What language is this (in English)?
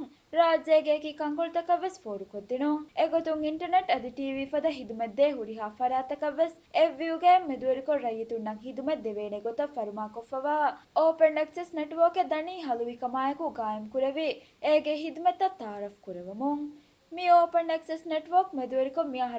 Divehi